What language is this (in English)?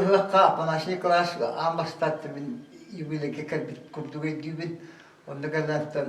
Yakut